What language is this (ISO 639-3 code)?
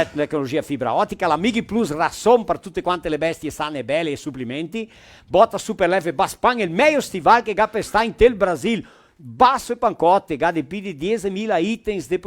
vec